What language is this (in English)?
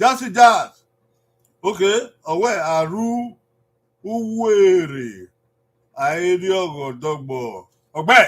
Bini